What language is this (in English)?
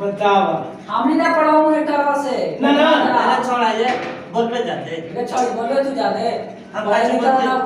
Magahi